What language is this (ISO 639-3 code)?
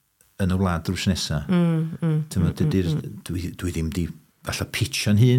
cym